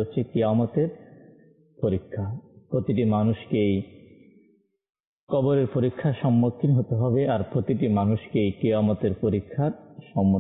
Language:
Bangla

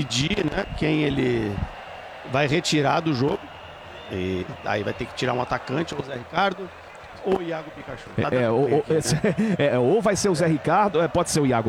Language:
Portuguese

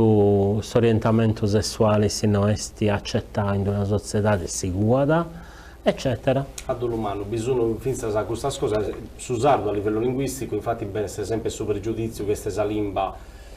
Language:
Sardinian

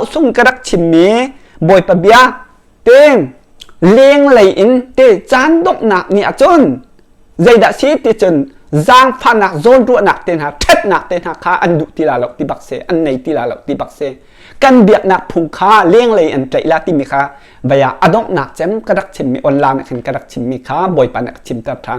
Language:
Hakha Chin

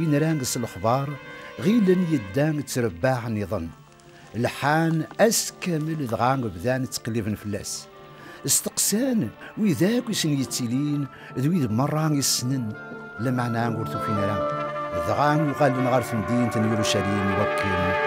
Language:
Kabyle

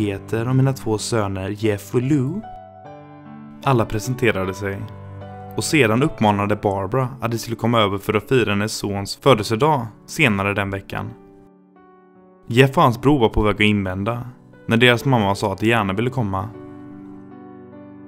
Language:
Swedish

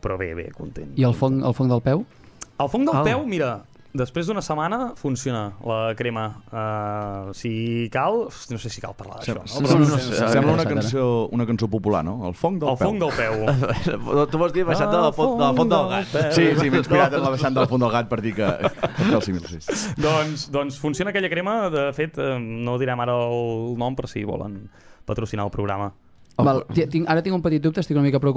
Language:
Catalan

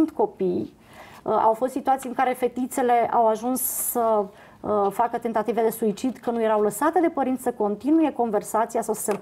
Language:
Romanian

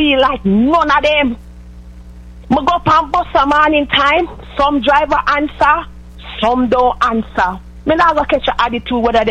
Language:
English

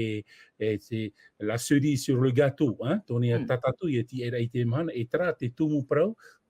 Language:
Tahitian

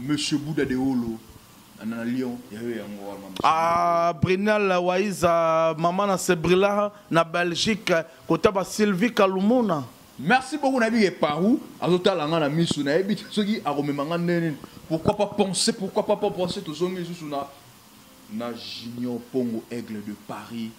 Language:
Lingala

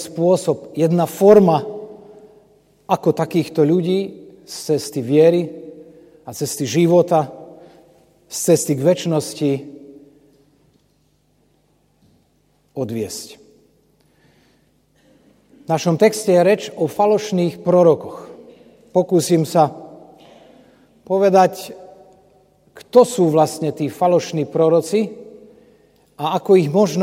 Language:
Slovak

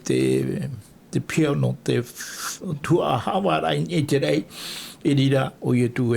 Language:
Tahitian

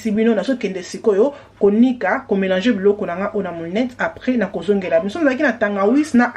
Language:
Lingala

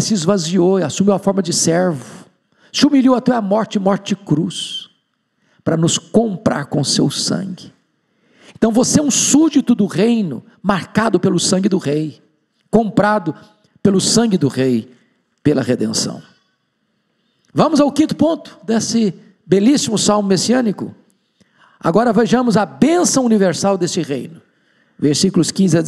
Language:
Portuguese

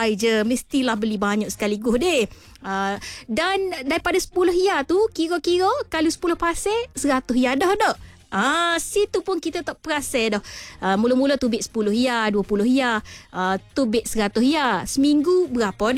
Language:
Malay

